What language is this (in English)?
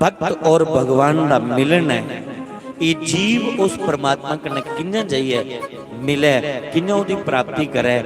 Dogri